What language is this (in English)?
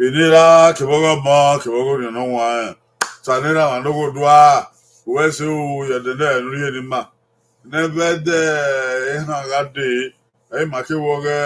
Bini